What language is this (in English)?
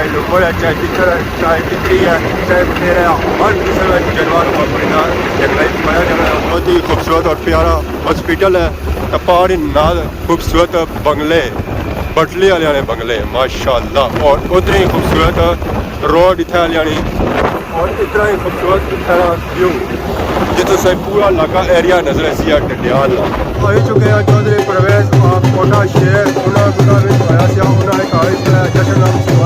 Pahari-Potwari